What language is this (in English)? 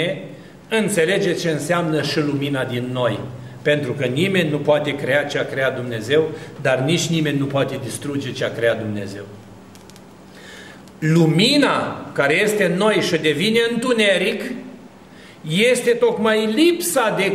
Romanian